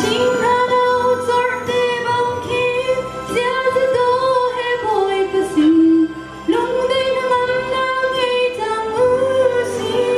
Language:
Hakha Chin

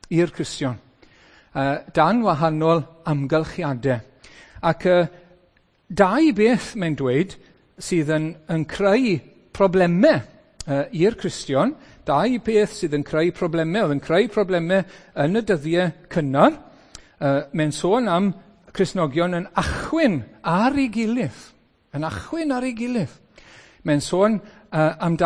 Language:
Welsh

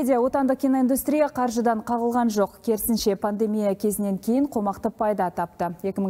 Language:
Kazakh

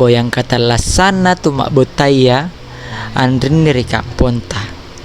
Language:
Makasar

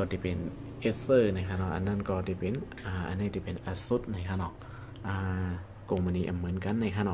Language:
Shan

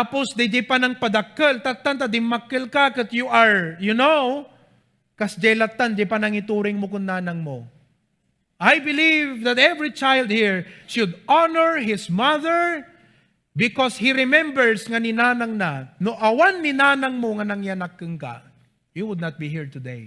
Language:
Iloko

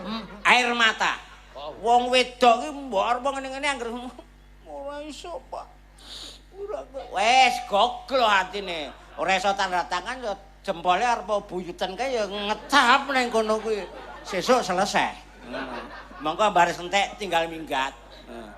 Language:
Javanese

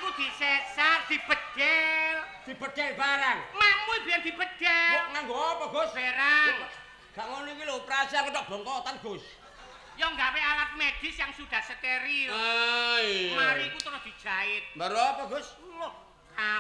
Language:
Javanese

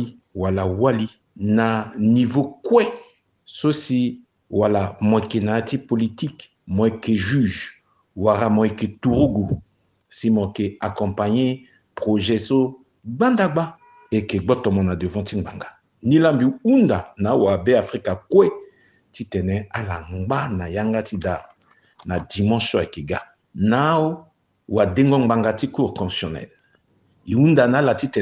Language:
Sango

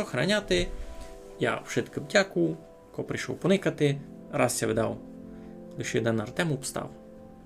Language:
Rusyn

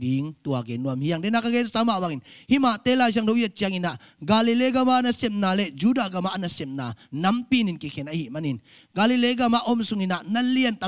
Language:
Tedim Chin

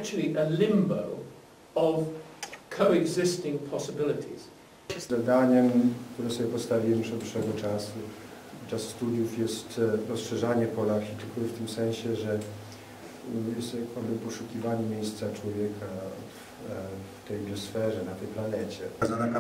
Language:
Polish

